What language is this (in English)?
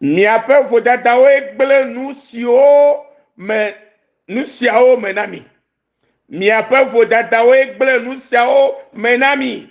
Ewe